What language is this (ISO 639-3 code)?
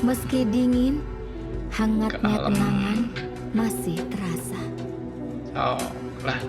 sun